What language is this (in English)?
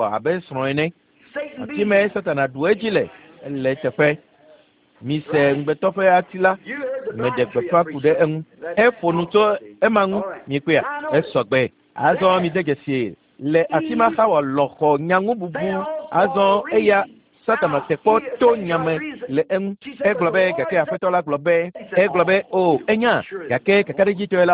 Ewe